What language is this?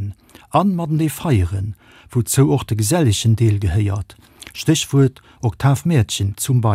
Luxembourgish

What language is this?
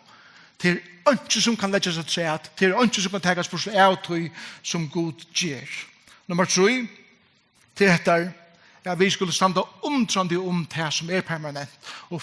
Faroese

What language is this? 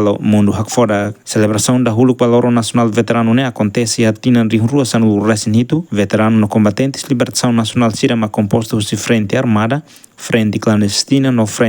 Tetum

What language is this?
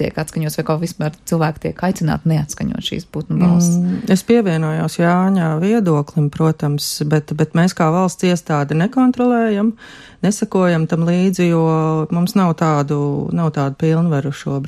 Latvian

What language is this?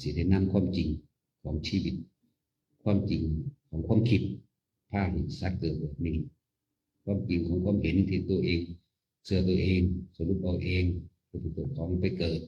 Northeastern Thai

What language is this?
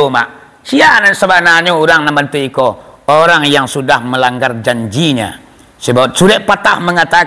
Minangkabau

